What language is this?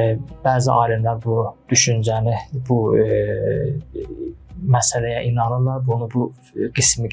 Azerbaijani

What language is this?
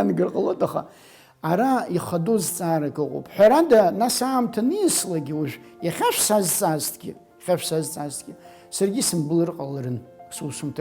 Abkhazian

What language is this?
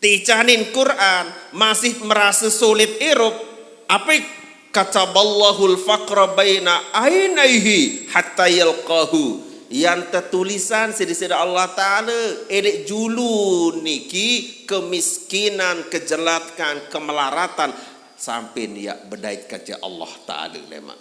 Sasak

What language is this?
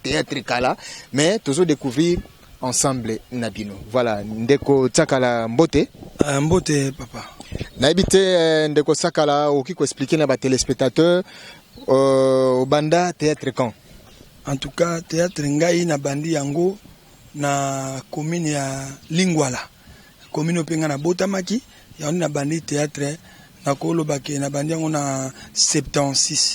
Lingala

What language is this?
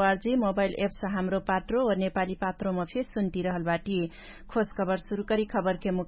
Dangaura Tharu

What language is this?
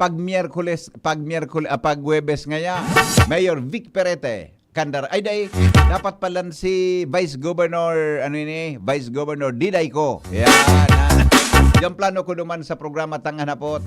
Bikol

